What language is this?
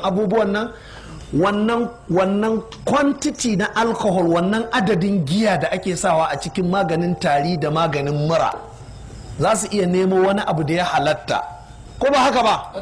Hausa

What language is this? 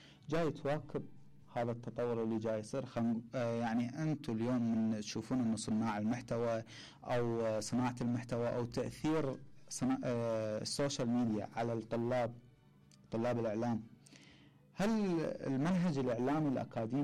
Mesopotamian Arabic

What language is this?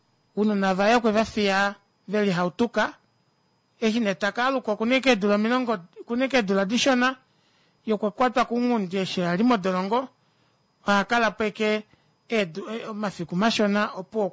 Kuanyama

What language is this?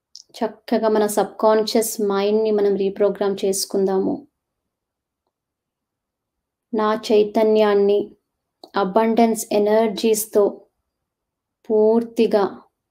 Telugu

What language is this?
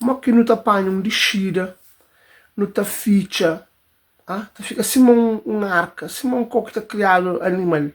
Kabuverdianu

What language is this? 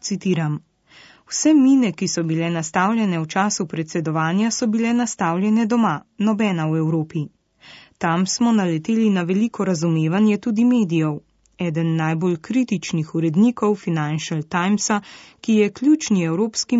Slovenian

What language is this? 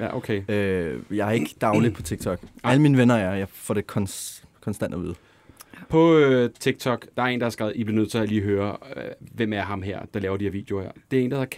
Danish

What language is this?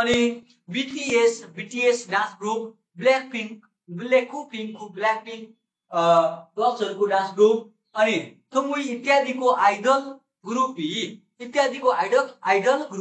Nepali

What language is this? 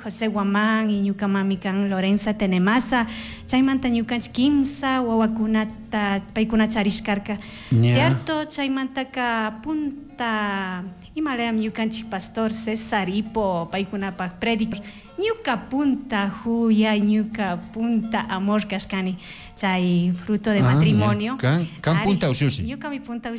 Chimborazo Highland Quichua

